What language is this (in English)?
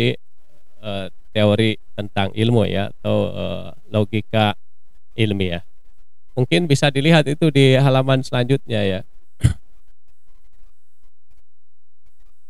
Indonesian